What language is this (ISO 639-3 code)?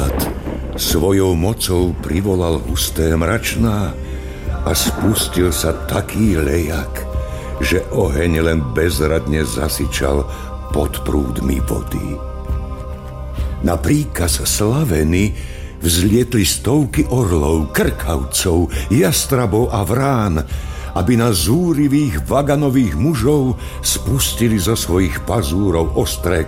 slk